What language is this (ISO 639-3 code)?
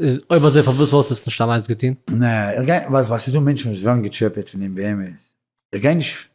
yid